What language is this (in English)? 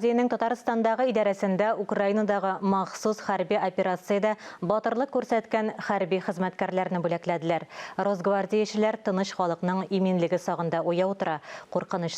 Tatar